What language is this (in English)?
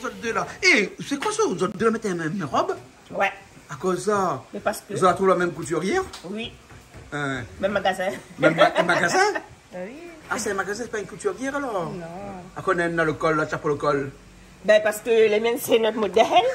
Réunion Creole French